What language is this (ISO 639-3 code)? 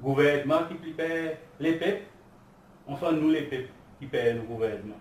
crs